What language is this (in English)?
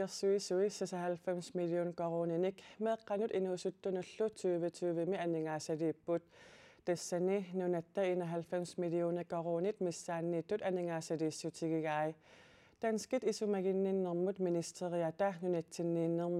Kalaallisut